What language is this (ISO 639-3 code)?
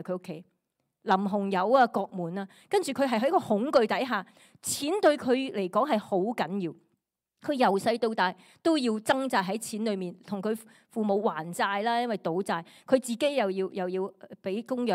yue